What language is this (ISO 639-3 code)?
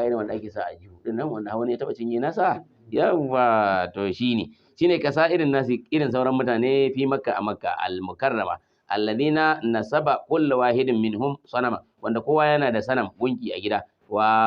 hau